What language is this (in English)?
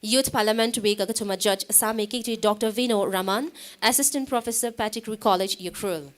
Tangkhul Naga (India)